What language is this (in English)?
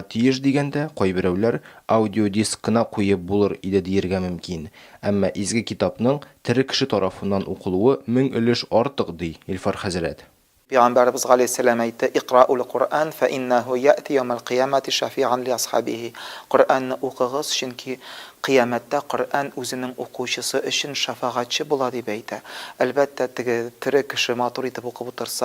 Tatar